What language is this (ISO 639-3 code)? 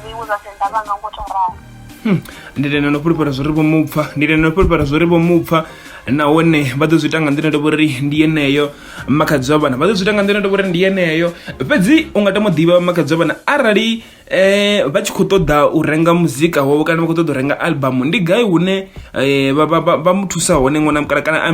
ven